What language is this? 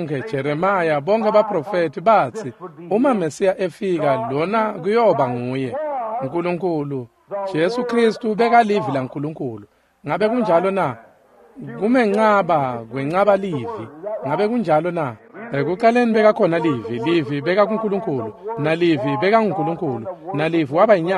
Swati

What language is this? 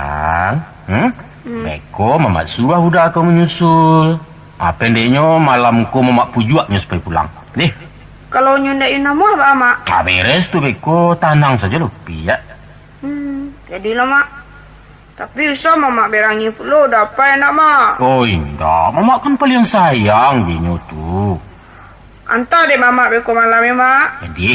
Minangkabau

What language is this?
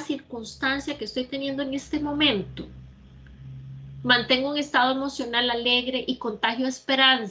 Spanish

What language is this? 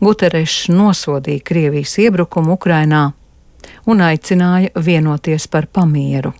Latvian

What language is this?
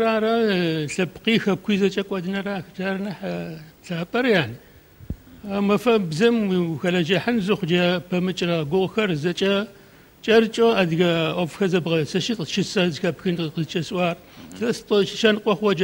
Adyghe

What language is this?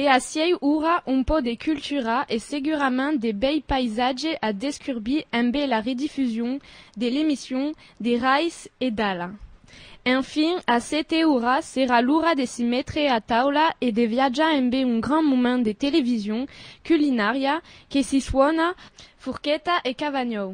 Occitan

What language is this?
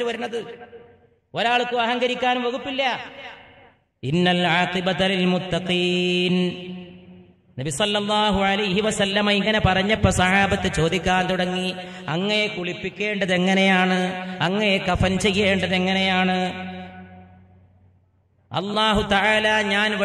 Malayalam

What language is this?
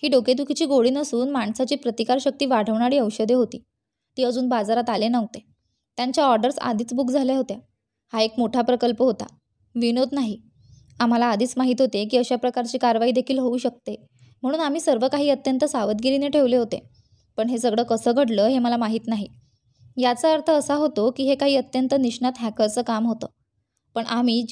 Marathi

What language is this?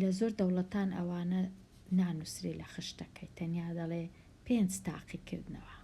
Central Kurdish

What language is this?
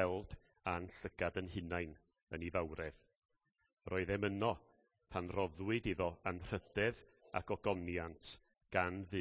Welsh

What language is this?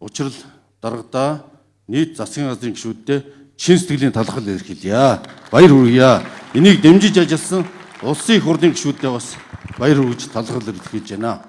Mongolian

